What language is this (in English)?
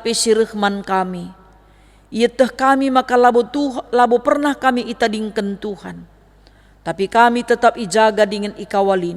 Batak Karo